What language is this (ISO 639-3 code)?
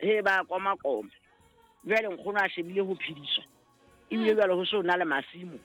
sot